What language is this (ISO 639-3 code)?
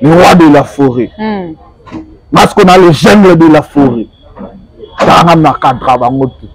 lin